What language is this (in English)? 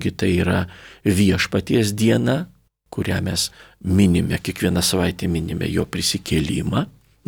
Lithuanian